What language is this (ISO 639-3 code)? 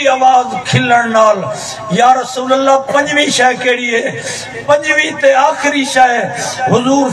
skr